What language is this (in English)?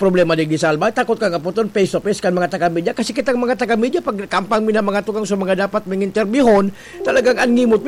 Bikol